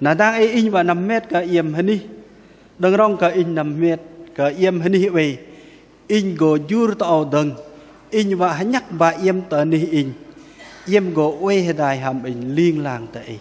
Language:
Bahnar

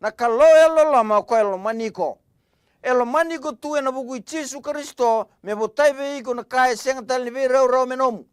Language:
Fijian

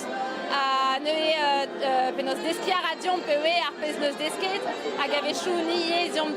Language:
Breton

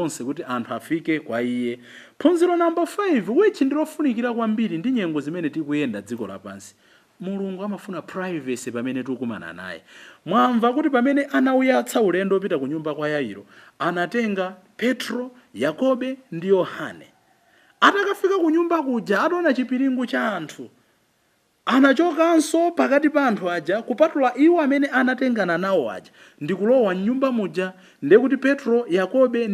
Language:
Nyanja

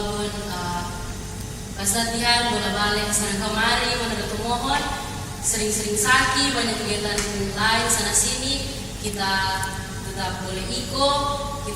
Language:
Manado Malay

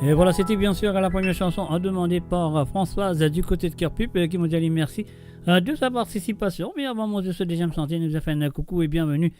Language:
Morisyen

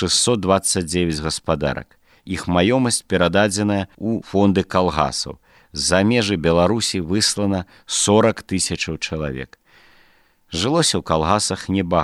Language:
Belarusian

